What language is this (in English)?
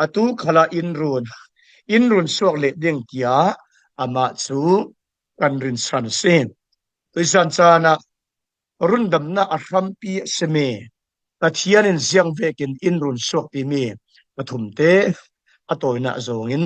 Falam Chin